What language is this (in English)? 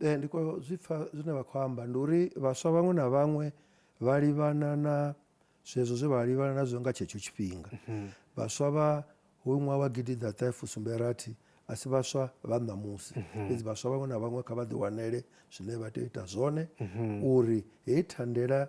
Venda